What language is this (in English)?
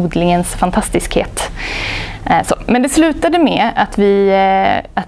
Swedish